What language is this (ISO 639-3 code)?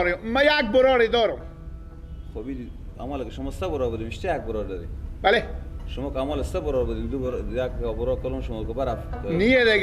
fas